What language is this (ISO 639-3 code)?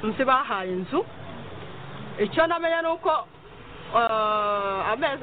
kin